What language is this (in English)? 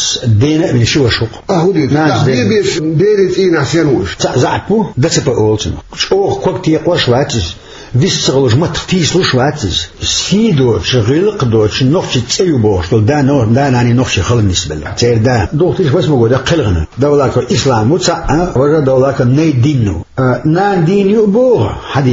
Chechen